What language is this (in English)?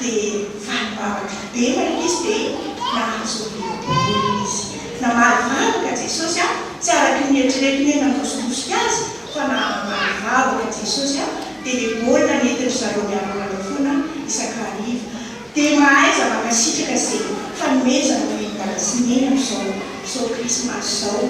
Malagasy